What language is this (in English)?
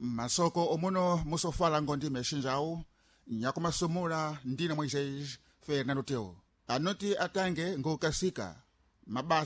Sena